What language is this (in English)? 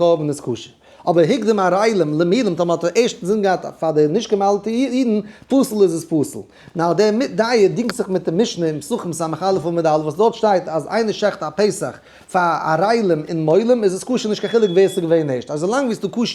Yiddish